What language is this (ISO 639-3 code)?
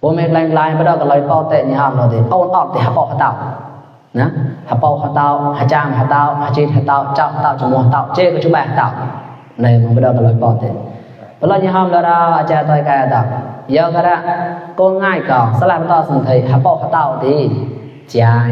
mnw